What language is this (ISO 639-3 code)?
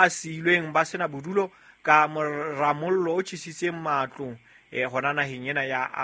sot